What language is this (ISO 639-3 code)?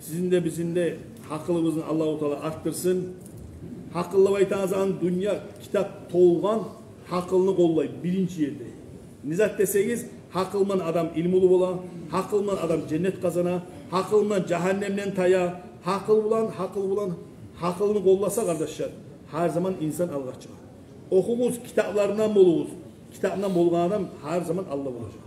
kum